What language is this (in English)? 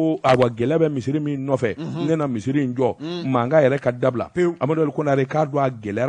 Bambara